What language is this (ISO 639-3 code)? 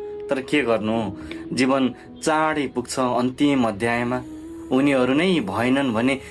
nep